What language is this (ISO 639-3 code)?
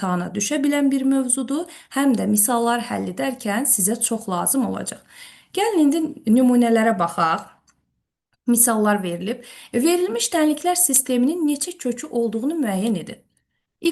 aze